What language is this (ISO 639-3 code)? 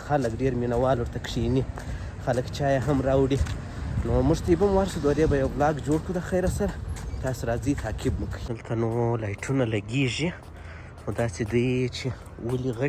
pus